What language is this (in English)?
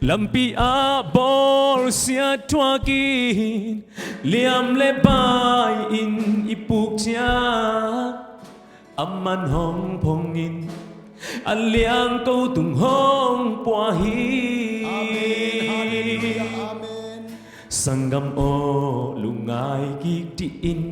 Tedim Chin